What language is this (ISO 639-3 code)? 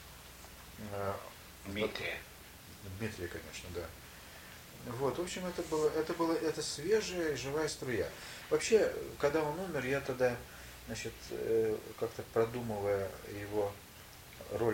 rus